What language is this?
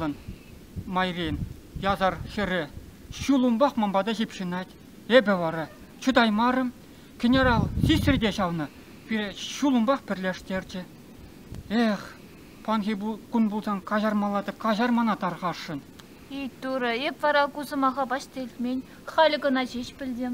Chuvash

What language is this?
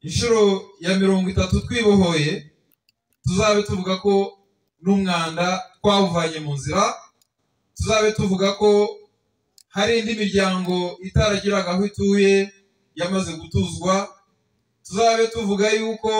Kinyarwanda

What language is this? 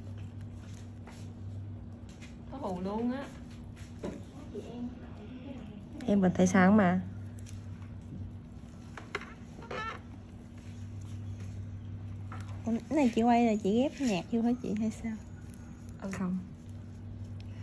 Vietnamese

